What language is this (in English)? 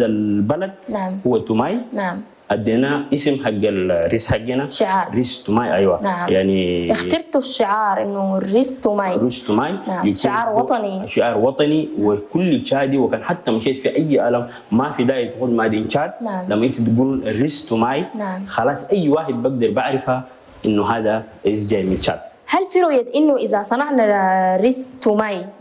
Chadian Arabic